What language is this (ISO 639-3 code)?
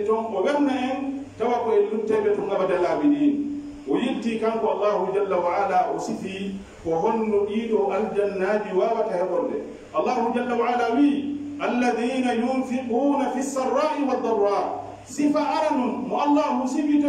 fuf